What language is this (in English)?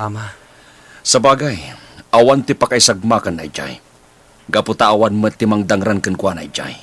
Iloko